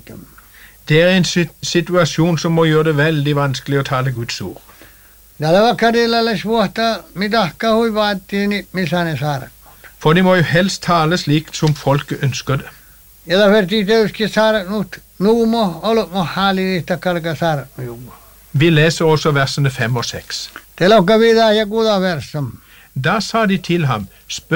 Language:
Norwegian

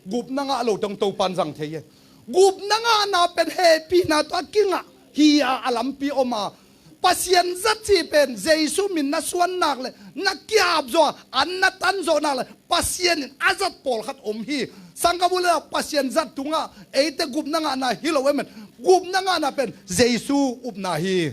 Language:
Tedim Chin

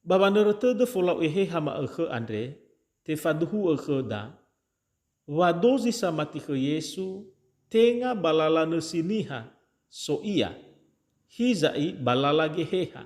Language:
Nias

